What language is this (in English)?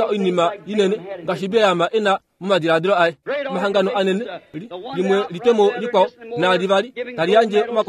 Kuanyama